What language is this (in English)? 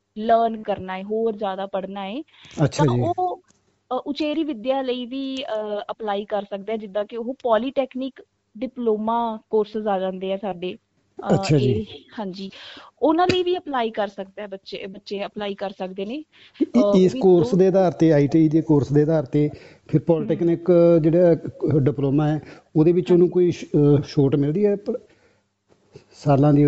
Punjabi